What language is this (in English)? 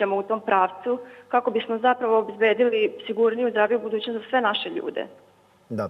Serbian